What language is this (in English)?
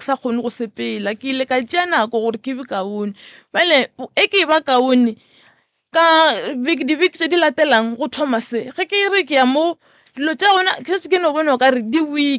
Northern Sotho